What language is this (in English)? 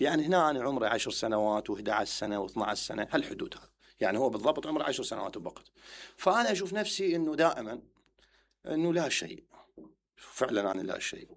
Mesopotamian Arabic